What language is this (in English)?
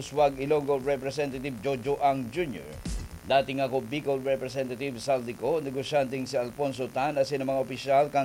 Bikol